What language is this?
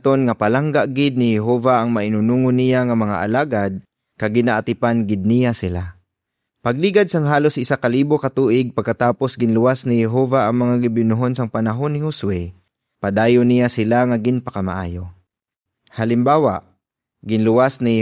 Hiligaynon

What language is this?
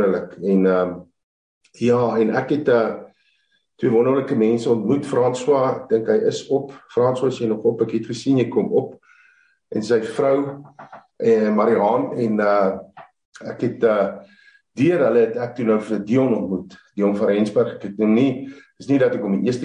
Afrikaans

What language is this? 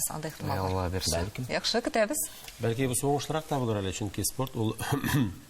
Tatar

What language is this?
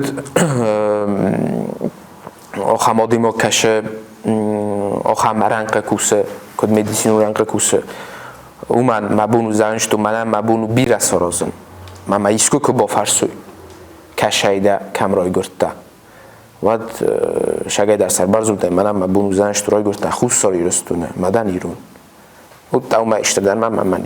Ossetic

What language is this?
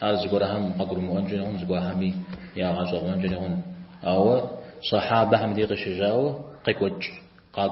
Kabardian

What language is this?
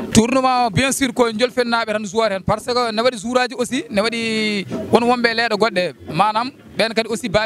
Fula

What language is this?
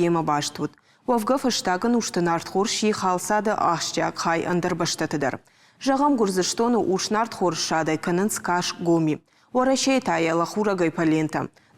Ossetic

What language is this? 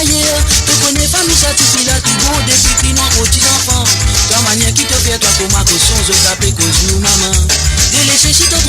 Morisyen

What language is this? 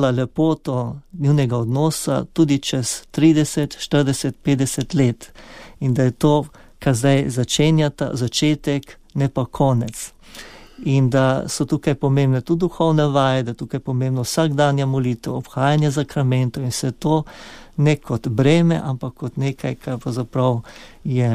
Slovenian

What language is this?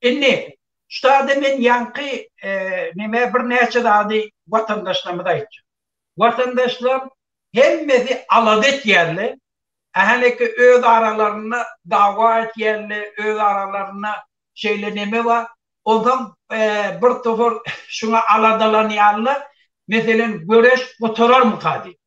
Turkmen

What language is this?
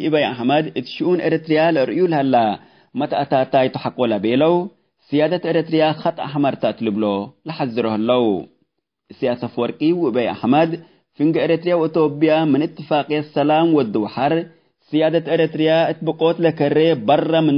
Tigre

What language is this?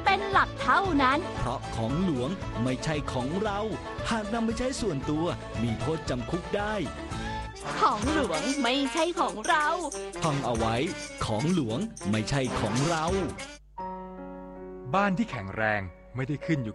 Thai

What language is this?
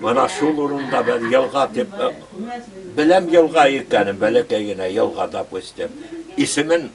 Bashkir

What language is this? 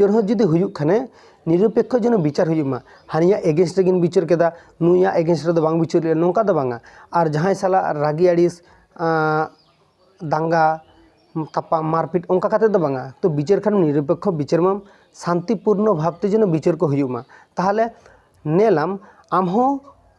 Santali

